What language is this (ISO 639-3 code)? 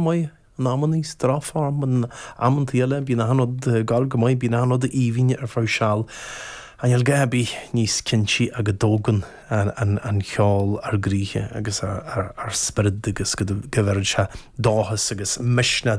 gle